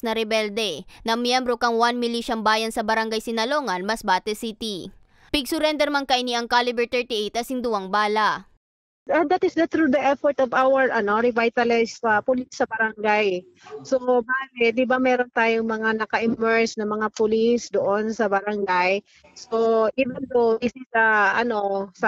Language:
Bikol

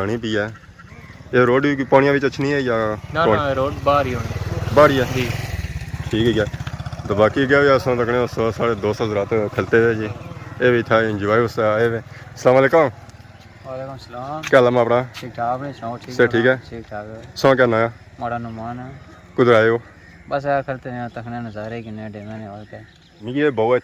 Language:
Pahari-Potwari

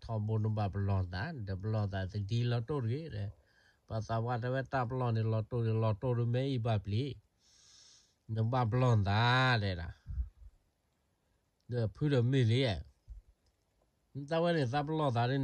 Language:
S'gaw Karen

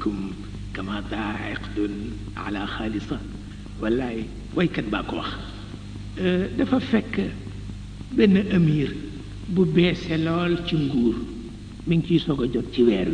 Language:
Wolof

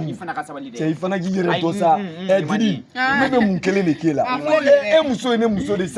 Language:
Bambara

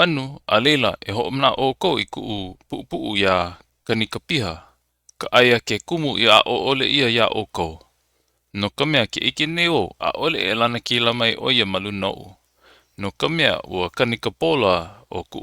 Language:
Hawaiian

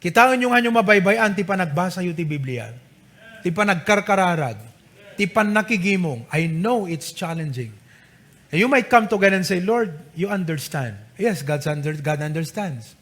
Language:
Iloko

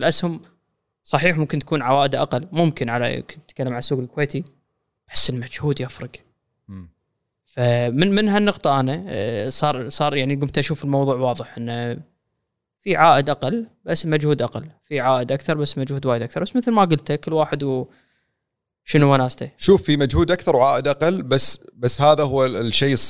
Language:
Gulf Arabic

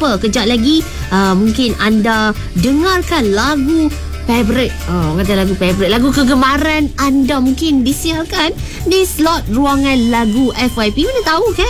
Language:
Malay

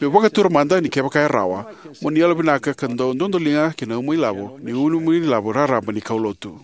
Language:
Fijian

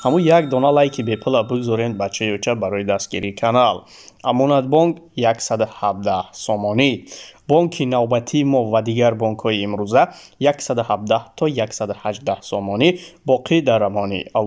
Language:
Tajik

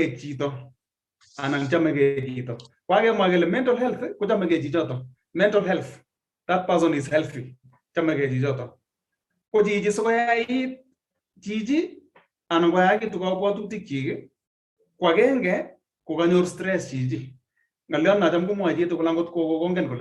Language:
Kalenjin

